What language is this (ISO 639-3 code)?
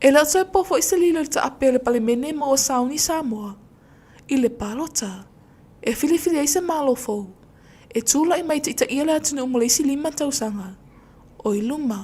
smo